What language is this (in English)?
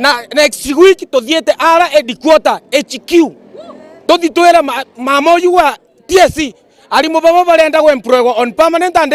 Meru